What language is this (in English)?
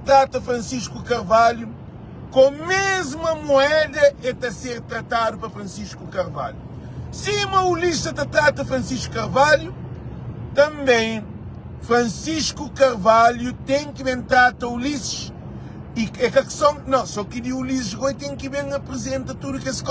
Kabuverdianu